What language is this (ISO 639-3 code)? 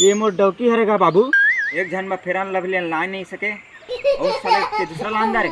hne